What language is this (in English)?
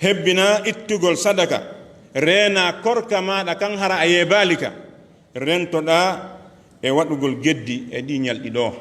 Fula